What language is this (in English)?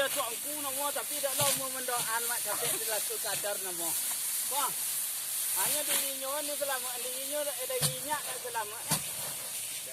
Minangkabau